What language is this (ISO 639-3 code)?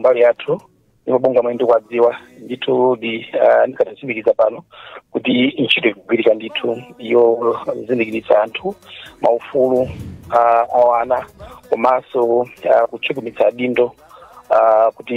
nya